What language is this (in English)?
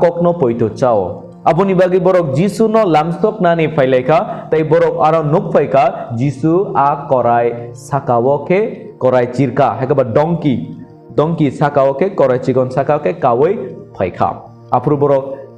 Kok Borok